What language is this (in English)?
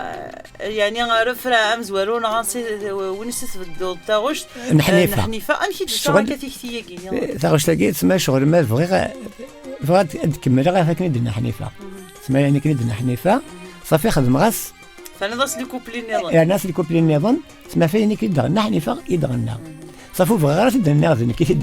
Kabyle